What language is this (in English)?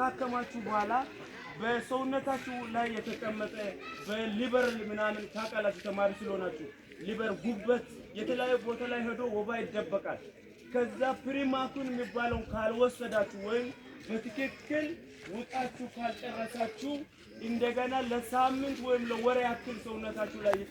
Amharic